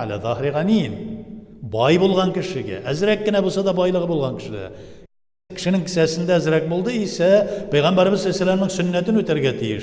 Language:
Tatar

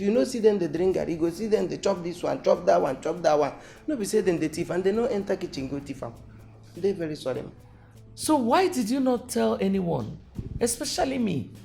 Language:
Nigerian Pidgin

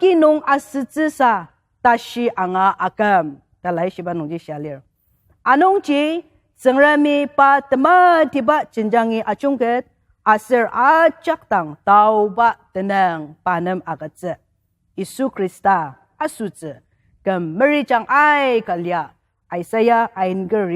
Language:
Ao Naga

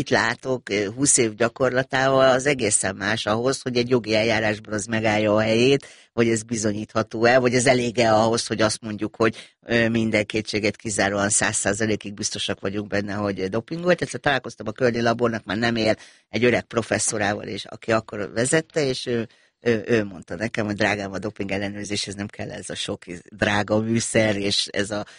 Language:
Hungarian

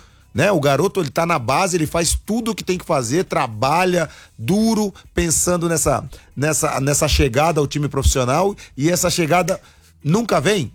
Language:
Portuguese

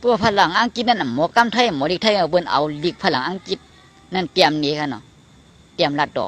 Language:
Shan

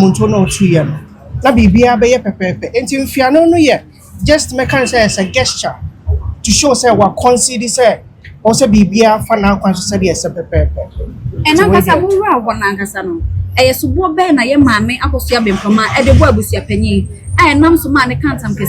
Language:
Akan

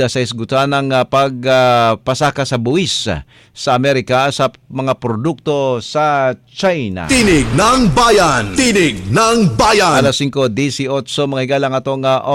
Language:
Cebuano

